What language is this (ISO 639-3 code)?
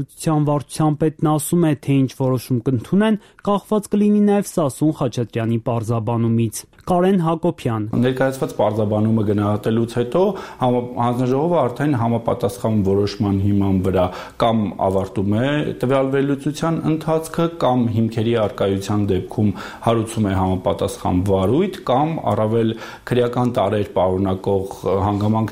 hye